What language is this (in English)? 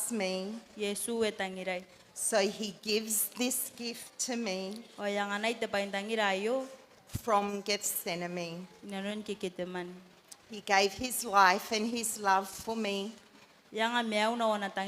Gilbertese